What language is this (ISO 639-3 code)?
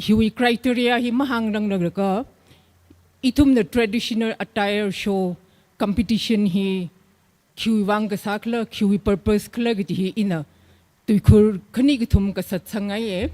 nmf